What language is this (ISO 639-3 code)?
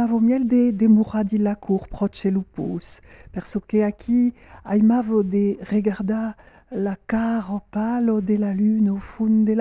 oci